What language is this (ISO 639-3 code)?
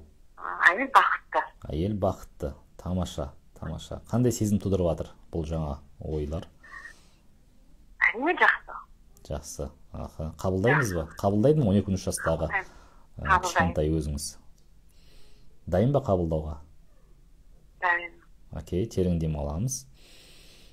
kaz